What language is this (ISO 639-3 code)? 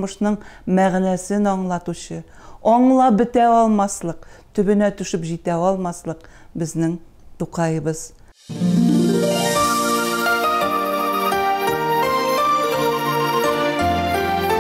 tat